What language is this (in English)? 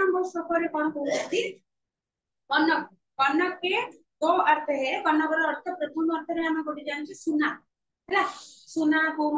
Odia